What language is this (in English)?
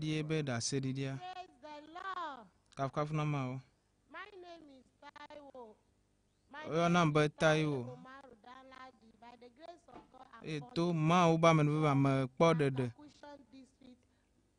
Ewe